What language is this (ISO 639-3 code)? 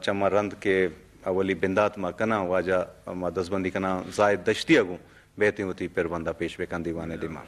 bgp